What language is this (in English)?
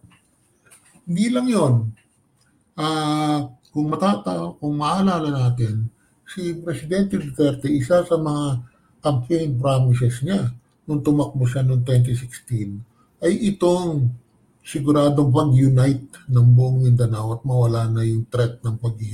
Filipino